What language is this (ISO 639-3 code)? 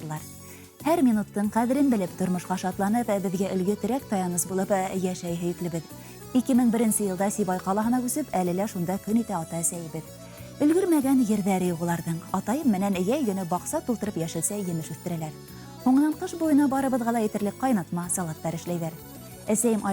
bak